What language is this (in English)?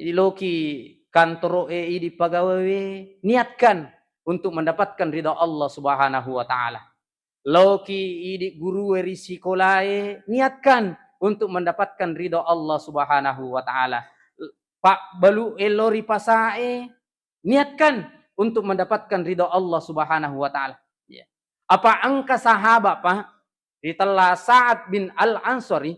Buginese